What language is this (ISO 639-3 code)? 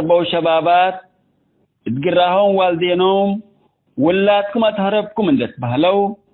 tig